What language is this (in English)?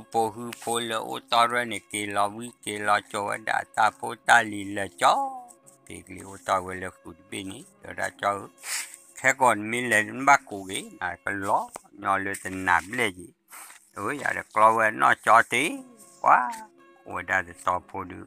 S'gaw Karen